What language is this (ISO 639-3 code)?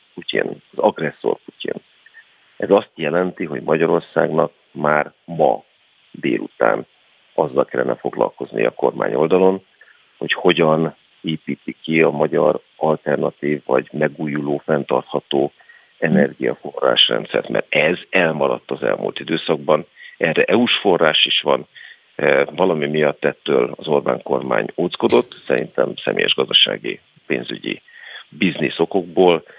hun